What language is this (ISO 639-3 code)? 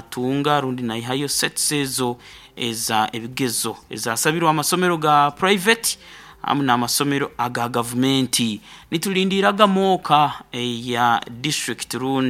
nyn